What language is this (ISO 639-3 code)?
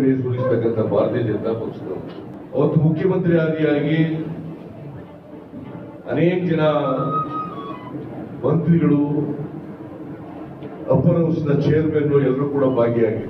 kan